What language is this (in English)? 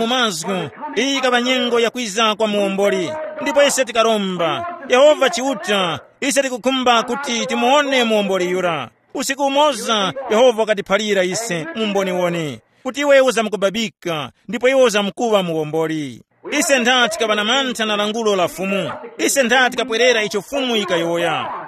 Tumbuka